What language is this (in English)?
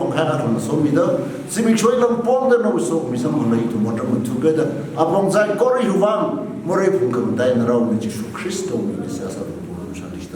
Tangkhul Naga (India)